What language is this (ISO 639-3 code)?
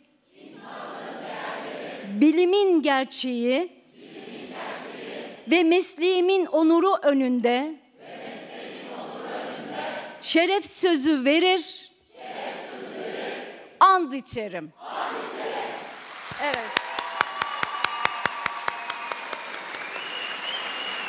tur